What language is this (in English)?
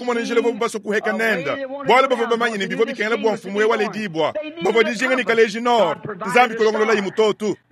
Luba-Lulua